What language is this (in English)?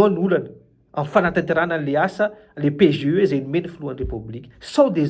Malagasy